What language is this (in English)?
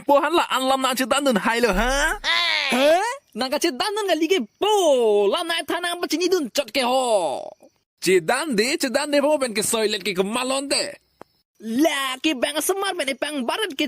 Karbi